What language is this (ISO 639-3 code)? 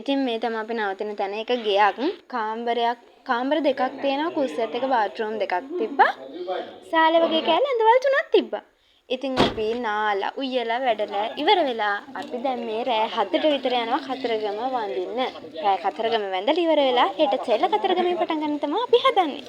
sin